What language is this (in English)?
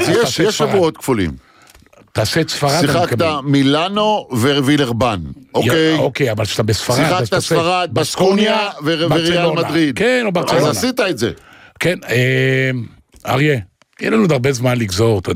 Hebrew